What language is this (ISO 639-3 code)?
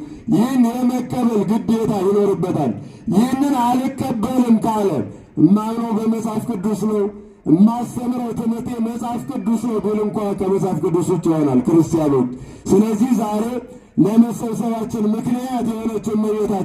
amh